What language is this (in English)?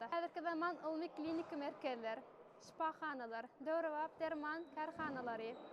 Turkmen